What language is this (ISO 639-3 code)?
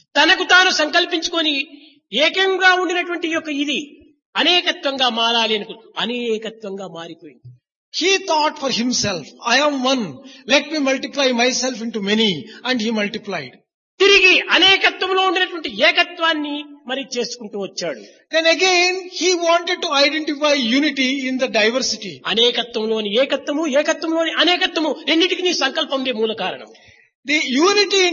tel